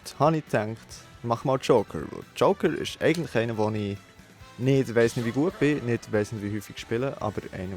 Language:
Swiss German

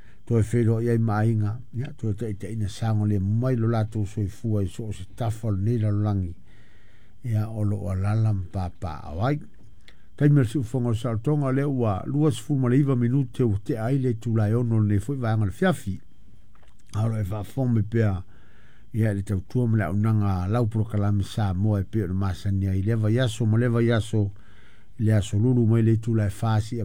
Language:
Samoan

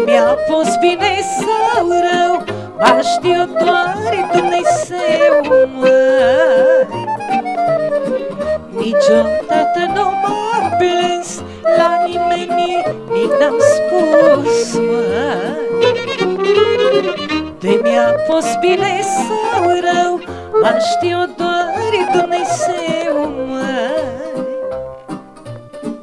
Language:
Romanian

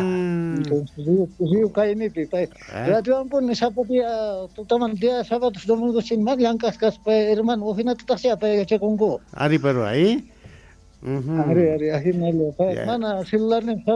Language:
Quechua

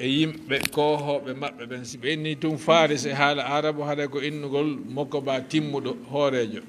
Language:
Fula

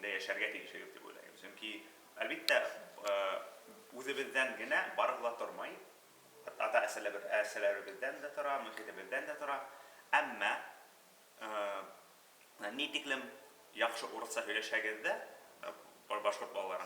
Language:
Bashkir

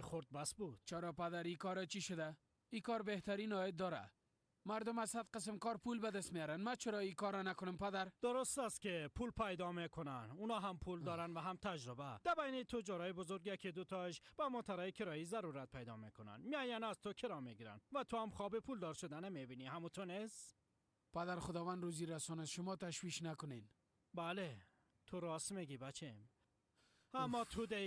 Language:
Persian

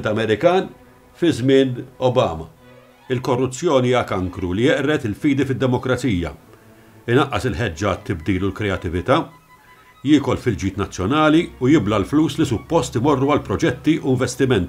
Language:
Maltese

